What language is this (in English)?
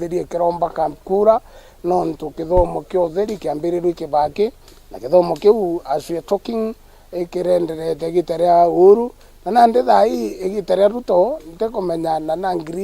Meru